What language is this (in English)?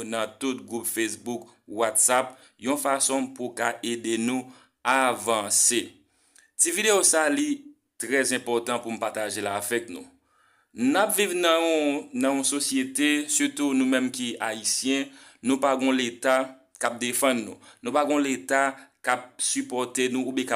Haitian Creole